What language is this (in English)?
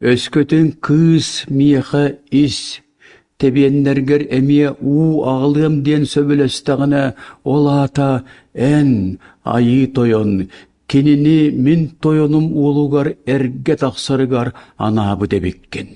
Yakut